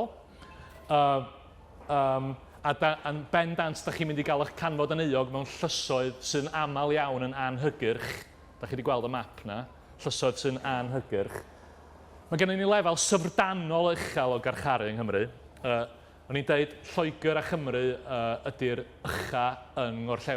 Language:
Welsh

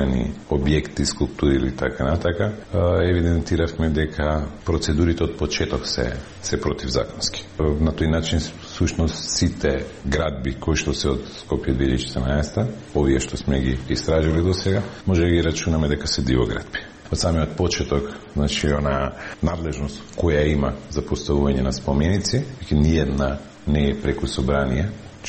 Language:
Macedonian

